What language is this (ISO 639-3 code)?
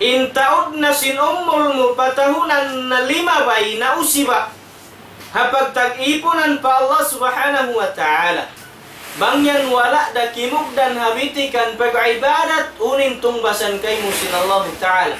tsg